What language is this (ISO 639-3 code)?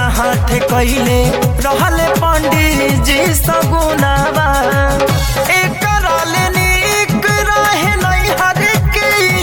bho